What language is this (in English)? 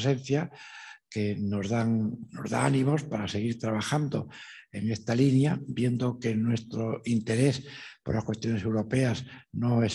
Spanish